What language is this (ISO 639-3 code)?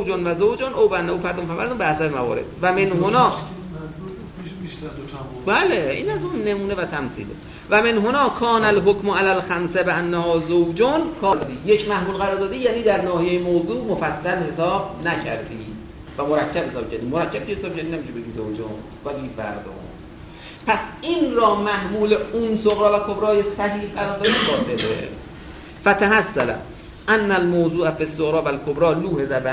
fas